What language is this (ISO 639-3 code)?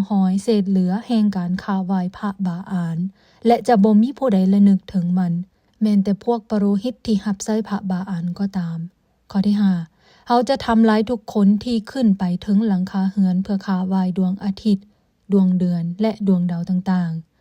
lao